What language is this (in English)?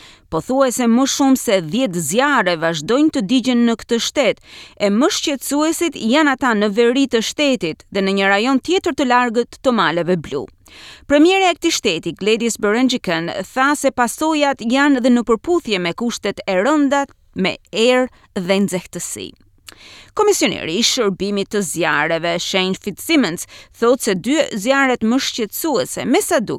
Albanian